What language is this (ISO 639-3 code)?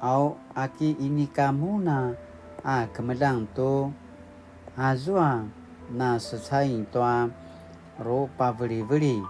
pwn